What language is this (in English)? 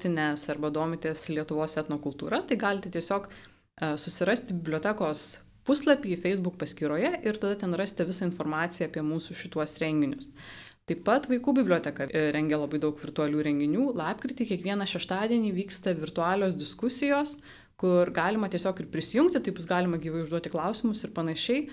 Lithuanian